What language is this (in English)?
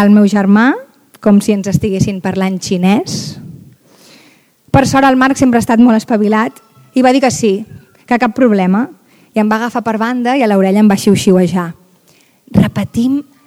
Catalan